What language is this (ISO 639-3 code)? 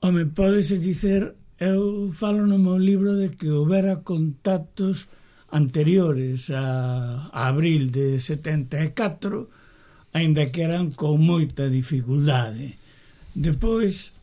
glg